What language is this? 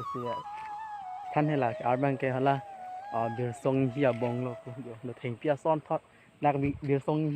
Karbi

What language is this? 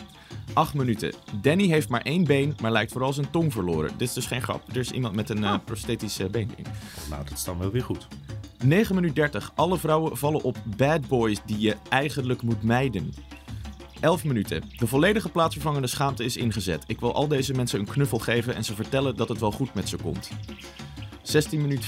Dutch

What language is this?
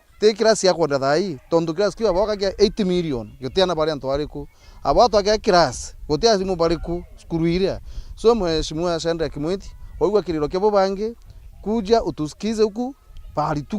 Meru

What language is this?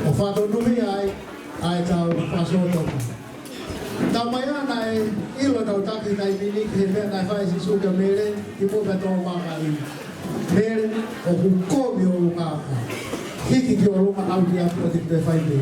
Tongan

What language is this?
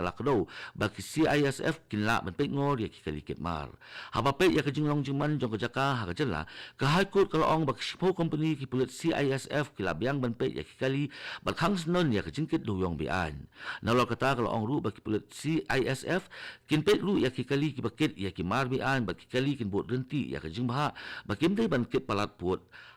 Khasi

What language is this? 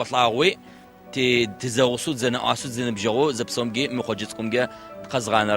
Adyghe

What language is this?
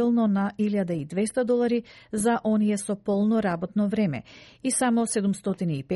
Macedonian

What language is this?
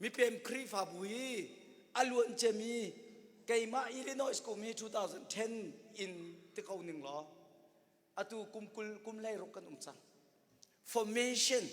Hakha Chin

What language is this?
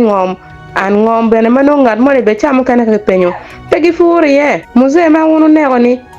Acoli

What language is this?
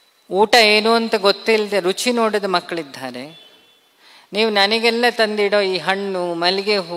Kannada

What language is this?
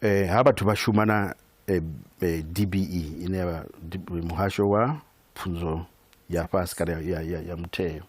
Venda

